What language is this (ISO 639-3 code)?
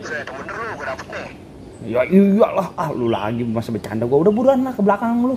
bew